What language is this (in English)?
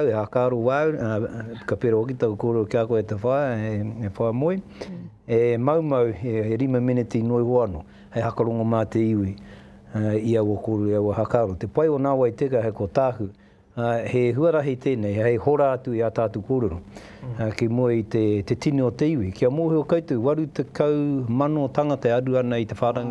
Māori